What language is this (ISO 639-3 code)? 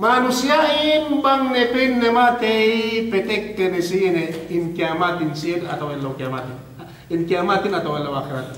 yka